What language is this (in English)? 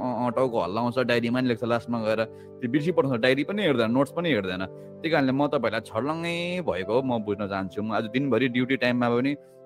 Nepali